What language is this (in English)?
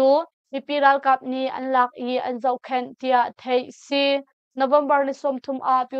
Hakha Chin